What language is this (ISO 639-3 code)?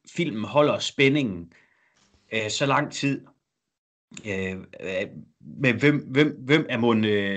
dan